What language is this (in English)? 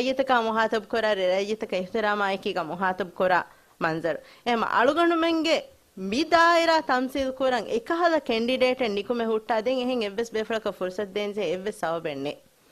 Divehi